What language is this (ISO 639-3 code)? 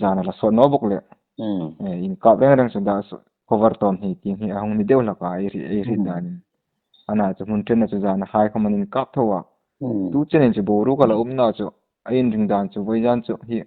hmr